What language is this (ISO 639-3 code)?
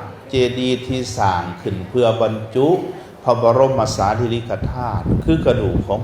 lao